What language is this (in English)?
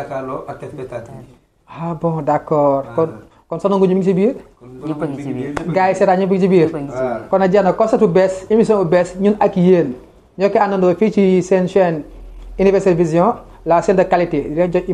Wolof